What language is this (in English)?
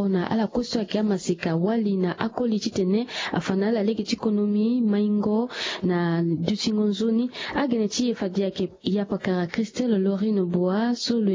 Sango